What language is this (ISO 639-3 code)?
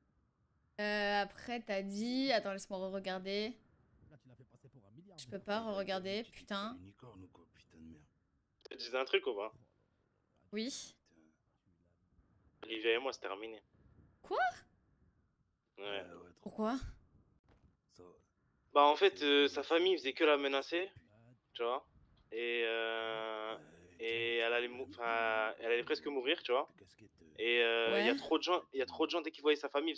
fra